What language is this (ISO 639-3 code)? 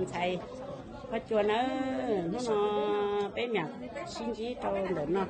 hmn